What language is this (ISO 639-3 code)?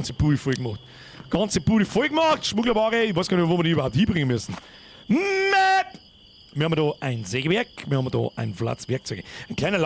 bar